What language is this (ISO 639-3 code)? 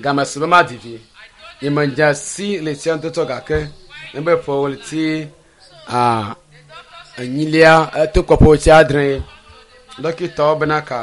ewe